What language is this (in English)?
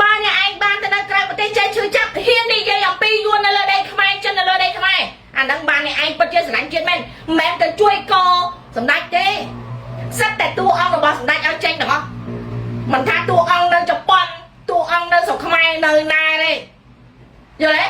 Khmer